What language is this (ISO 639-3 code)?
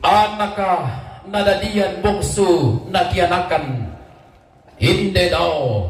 sda